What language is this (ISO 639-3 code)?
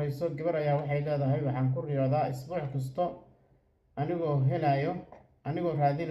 som